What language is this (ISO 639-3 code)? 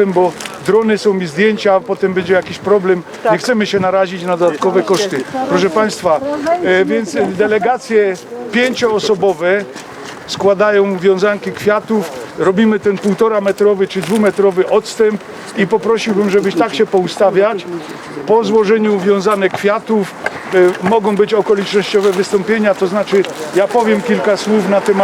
szl